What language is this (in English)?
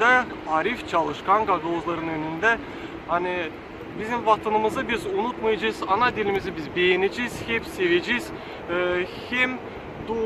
Gagauz